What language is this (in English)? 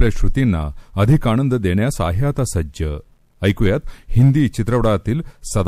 Marathi